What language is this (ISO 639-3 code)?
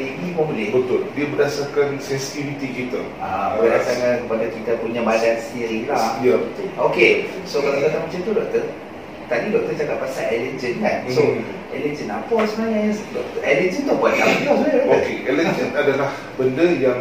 msa